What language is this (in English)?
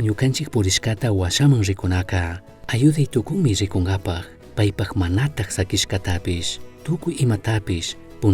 Chimborazo Highland Quichua